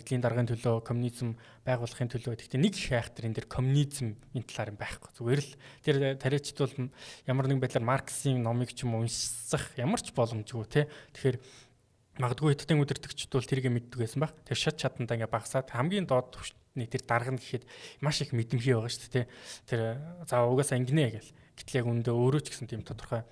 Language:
Mongolian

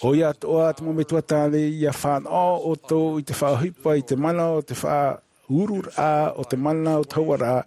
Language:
Tahitian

